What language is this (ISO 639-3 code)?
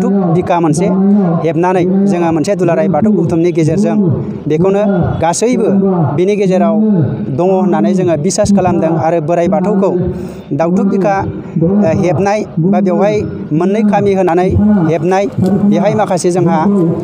brx